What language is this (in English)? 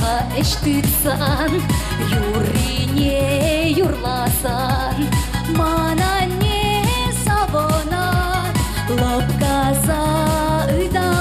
Chuvash